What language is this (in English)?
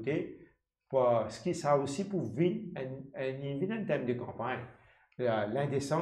Morisyen